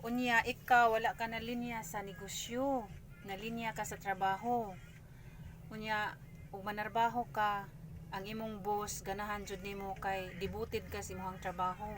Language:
Cebuano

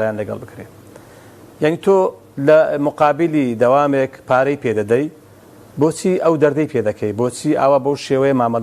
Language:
Central Kurdish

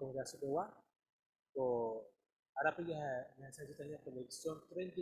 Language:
Guarani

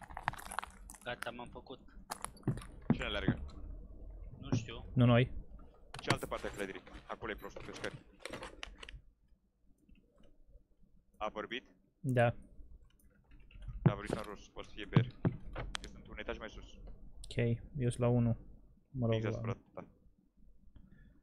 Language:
Romanian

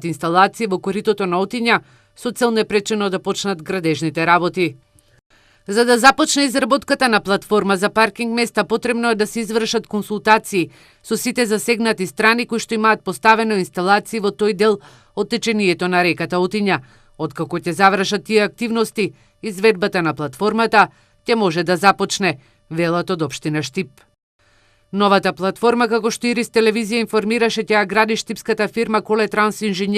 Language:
Macedonian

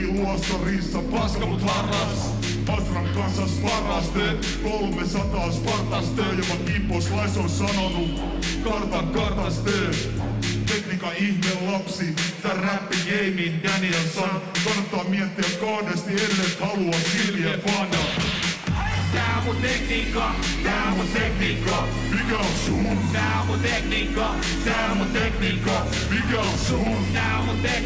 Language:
Finnish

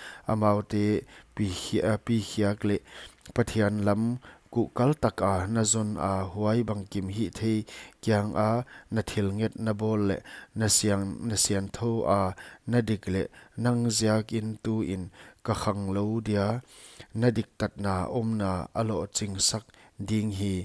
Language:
Paite Chin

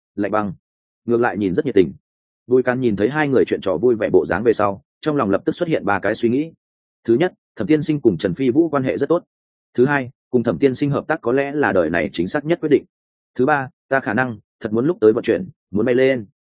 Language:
Vietnamese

